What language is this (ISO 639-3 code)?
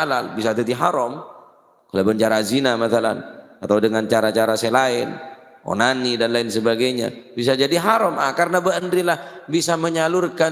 mad